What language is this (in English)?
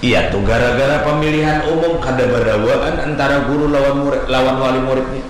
Banjar